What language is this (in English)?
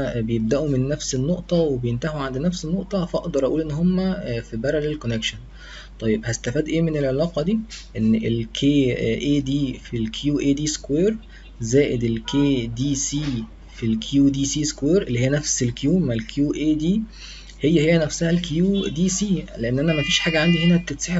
Egyptian Arabic